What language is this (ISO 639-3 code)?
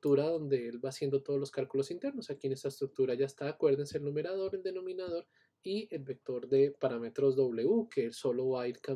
spa